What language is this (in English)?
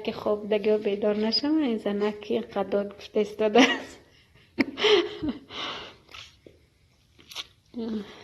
Tajik